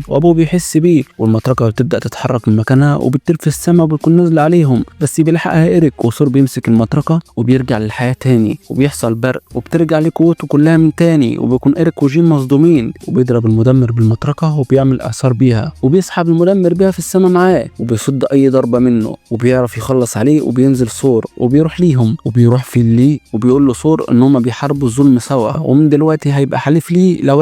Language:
Egyptian Arabic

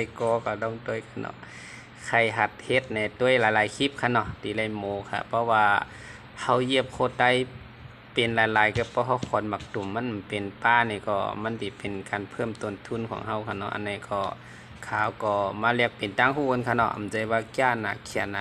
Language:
Shan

